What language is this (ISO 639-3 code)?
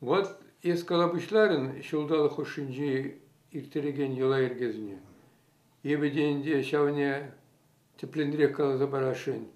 chv